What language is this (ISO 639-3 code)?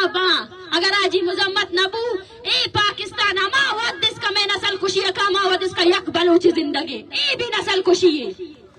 bal